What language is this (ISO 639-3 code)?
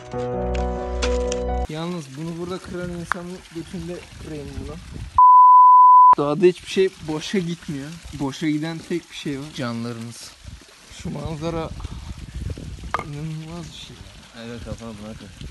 tur